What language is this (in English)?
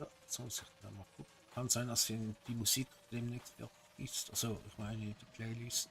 Swiss German